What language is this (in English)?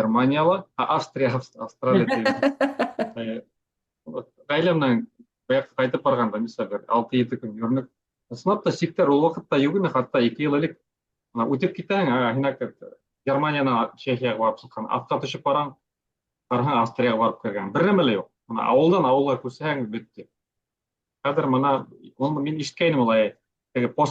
Bashkir